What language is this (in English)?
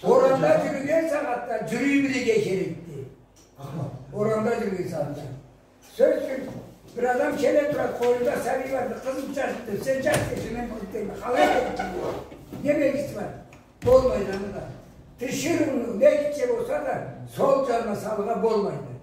Karachay-Balkar